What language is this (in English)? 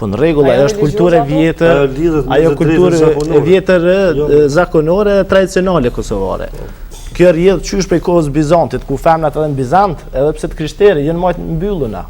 Albanian